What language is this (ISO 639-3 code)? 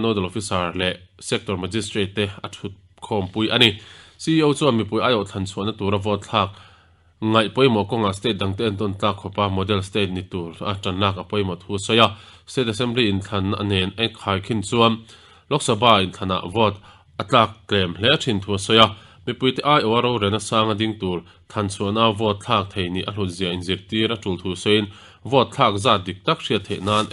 lus